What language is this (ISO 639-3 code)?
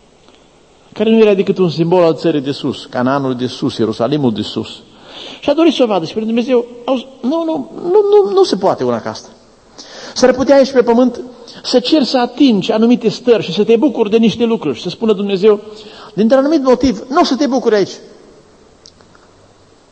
ron